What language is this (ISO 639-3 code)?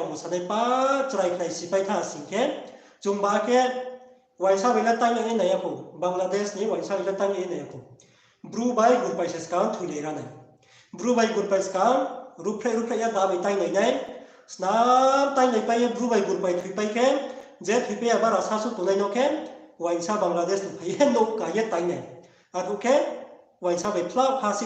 ria